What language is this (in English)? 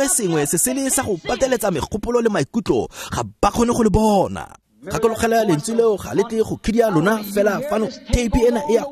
Tswana